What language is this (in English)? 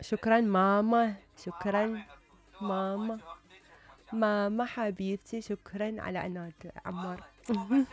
Mesopotamian Arabic